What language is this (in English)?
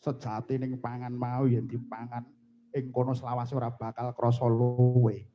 Javanese